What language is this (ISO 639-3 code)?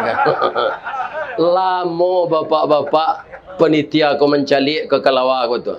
min